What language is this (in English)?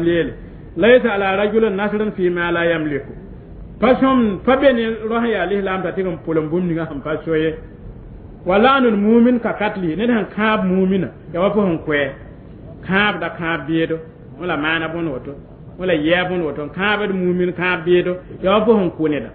Mossi